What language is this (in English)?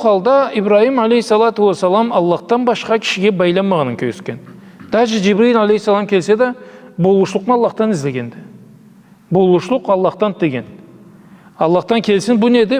Karachay-Balkar